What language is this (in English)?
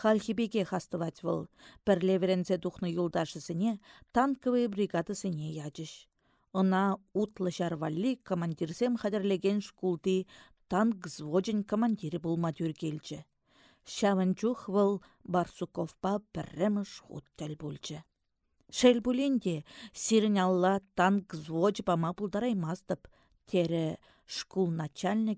Chuvash